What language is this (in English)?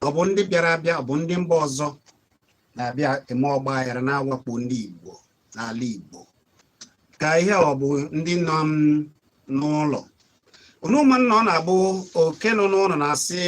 Igbo